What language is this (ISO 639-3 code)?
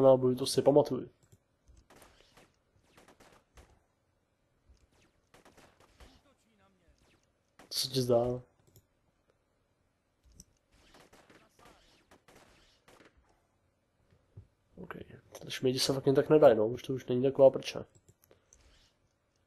ces